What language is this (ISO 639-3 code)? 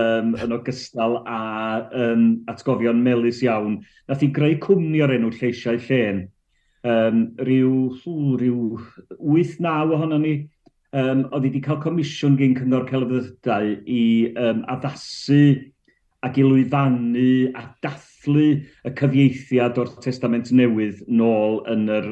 cym